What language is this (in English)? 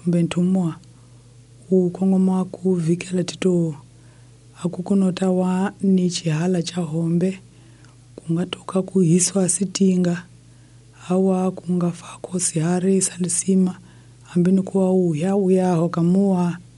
Tsonga